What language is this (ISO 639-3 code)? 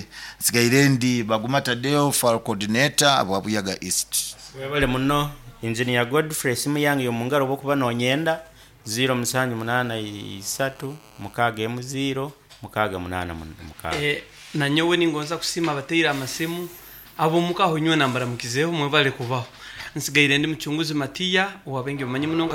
nyo